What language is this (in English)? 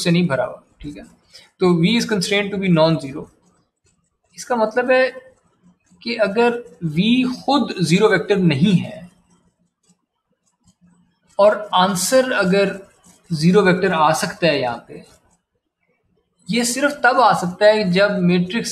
Hindi